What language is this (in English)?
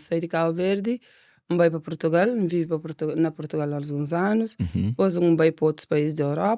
Kabuverdianu